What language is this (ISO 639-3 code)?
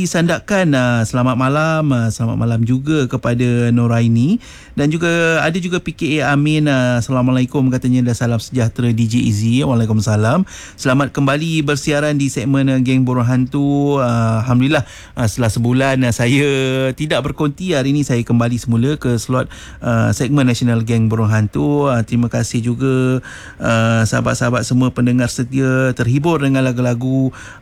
msa